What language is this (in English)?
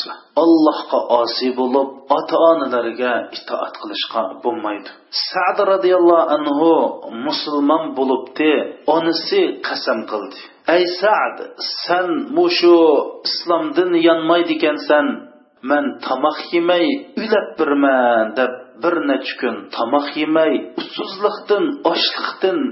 Uyghur